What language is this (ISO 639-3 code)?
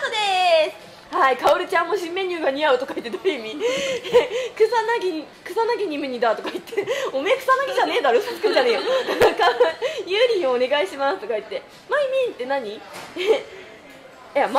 jpn